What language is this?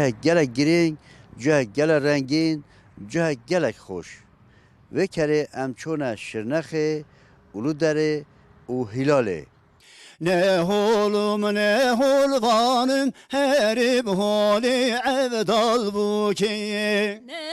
Kurdish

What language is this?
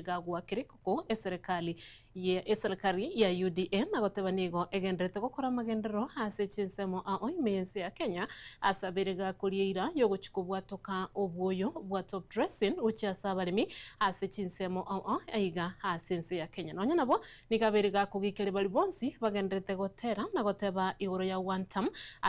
Gusii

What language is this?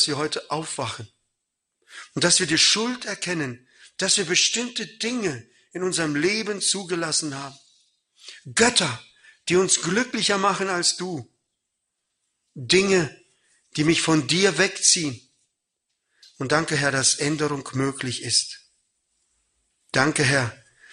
German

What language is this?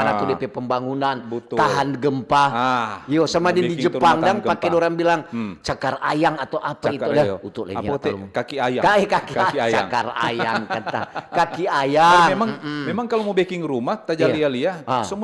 Manado Malay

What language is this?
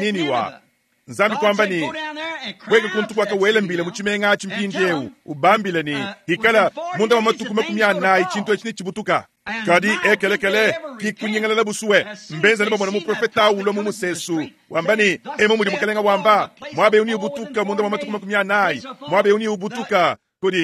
Luba-Lulua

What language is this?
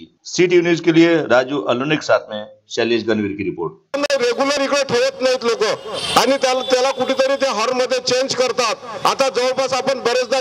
Marathi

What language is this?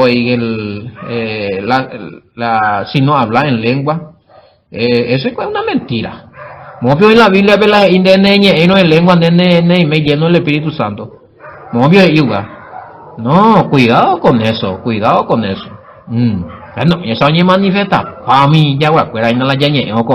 Guarani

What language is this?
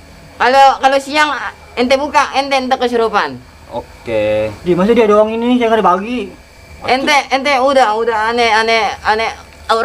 Betawi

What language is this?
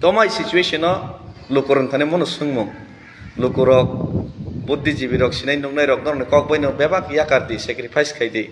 Kok Borok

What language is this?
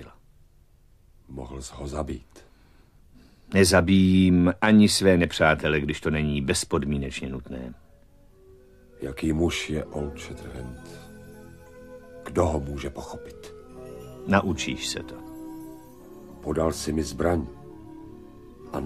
Czech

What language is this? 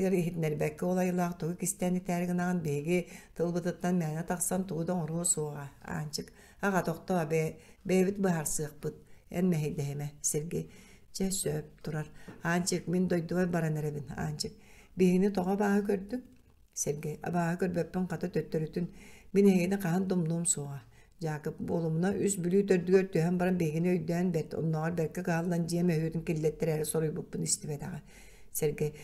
Yakut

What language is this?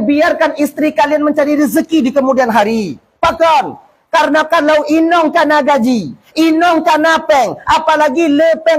Achinese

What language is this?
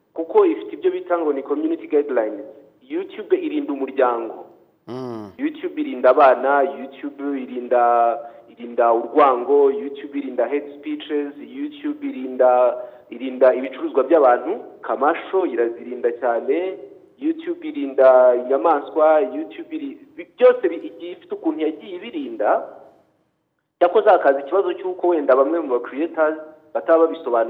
Kinyarwanda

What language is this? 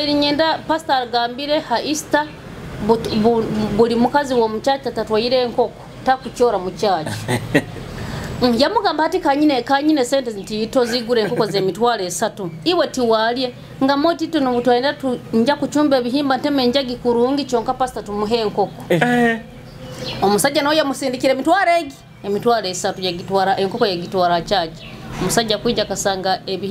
Nyoro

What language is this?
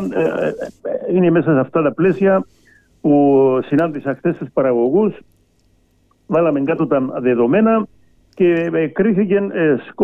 Greek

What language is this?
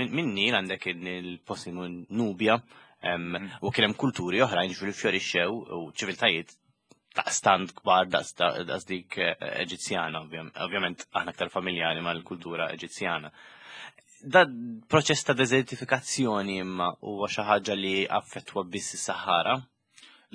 Maltese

